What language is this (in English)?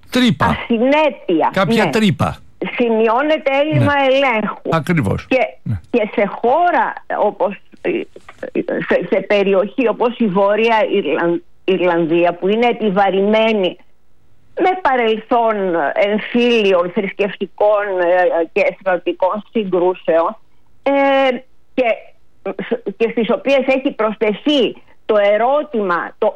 Greek